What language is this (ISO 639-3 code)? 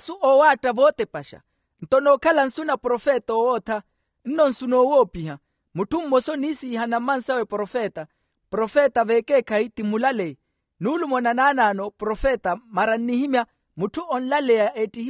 vmw